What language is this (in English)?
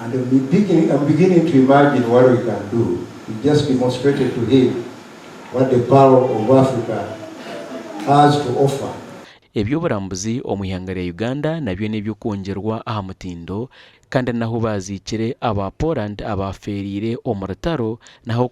Nyankole